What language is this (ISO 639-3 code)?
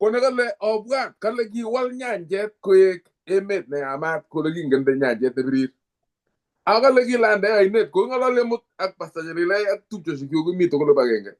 kln